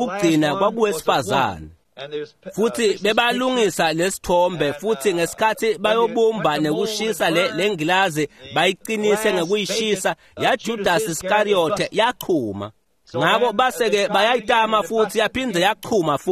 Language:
Swati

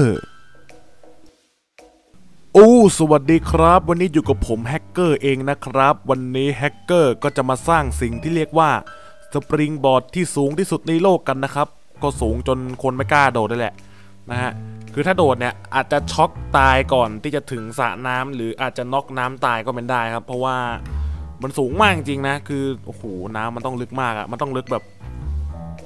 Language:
Thai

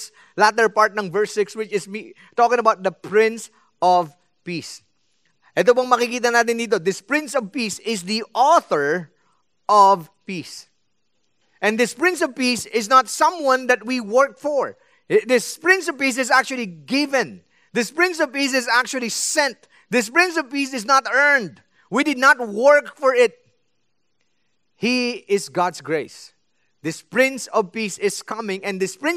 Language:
Filipino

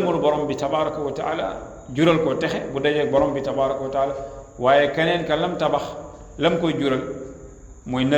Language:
Wolof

